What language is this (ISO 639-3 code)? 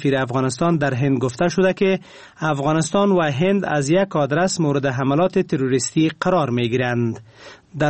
fas